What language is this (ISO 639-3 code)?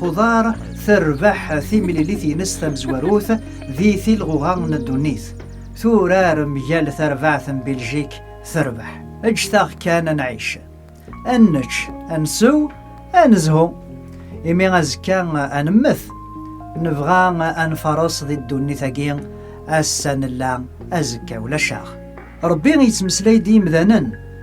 kab